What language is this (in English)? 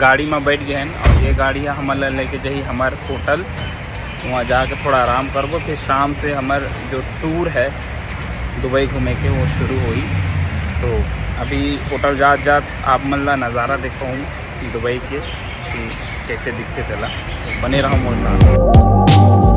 Chhattisgarhi